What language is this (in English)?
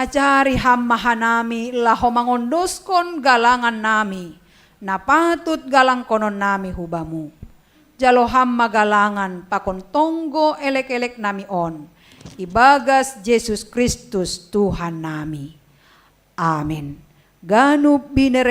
Batak Simalungun